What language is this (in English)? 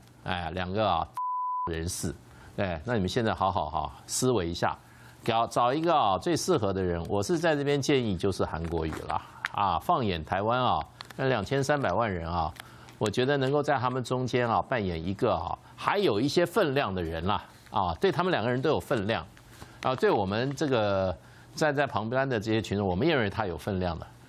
Chinese